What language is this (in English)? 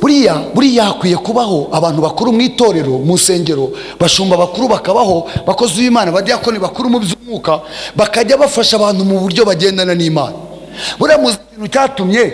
Kinyarwanda